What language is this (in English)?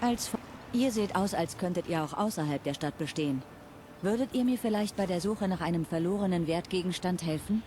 Bavarian